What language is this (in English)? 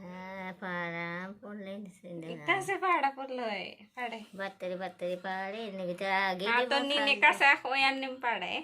Kurukh